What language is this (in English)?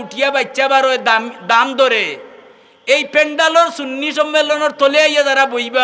Sylheti